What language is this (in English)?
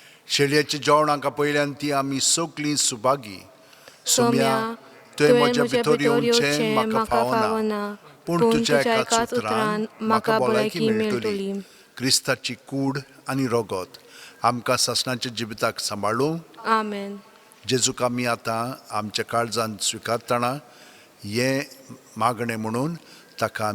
Konkani